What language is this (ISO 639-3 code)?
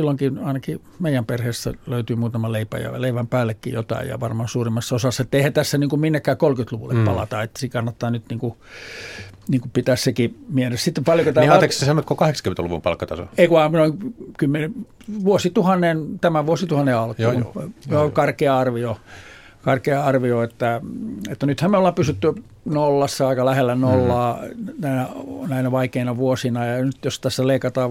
fin